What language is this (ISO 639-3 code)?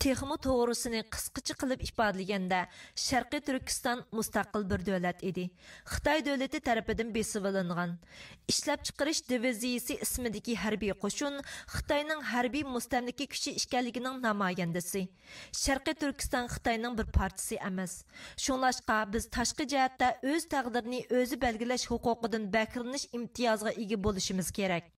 uig